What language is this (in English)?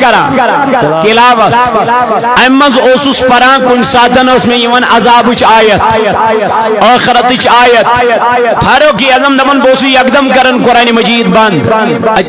Kashmiri